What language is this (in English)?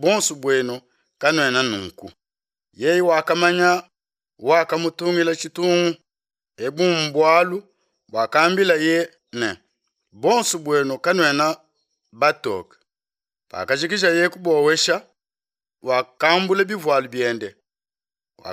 Luba-Lulua